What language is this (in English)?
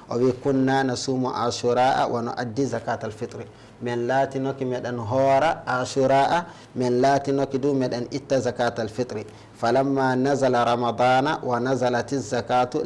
Fula